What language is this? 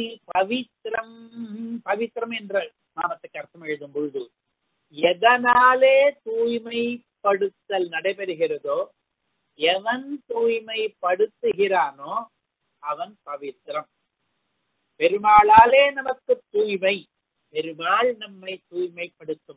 Tamil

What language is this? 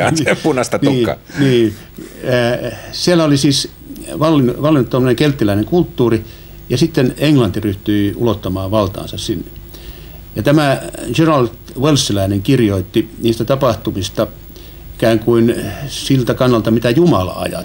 Finnish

